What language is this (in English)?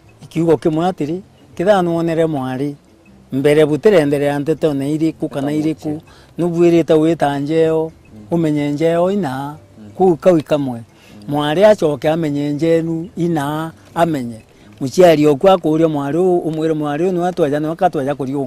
Meru